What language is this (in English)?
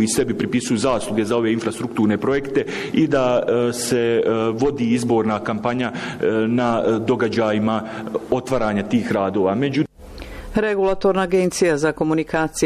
Bosnian